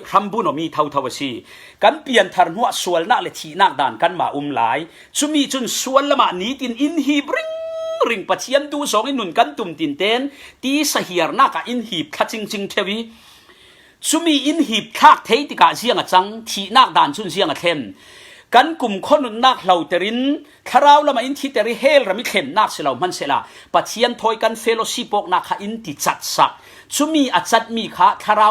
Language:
Falam Chin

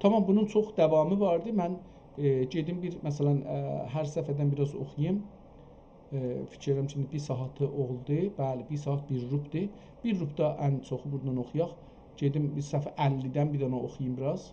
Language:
South Azerbaijani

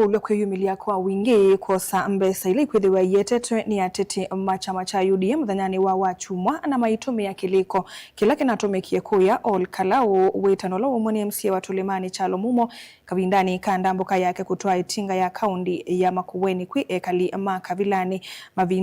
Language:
Kamba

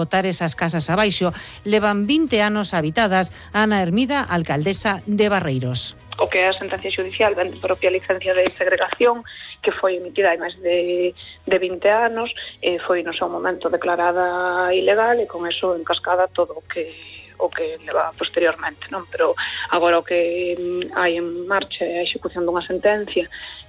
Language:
Galician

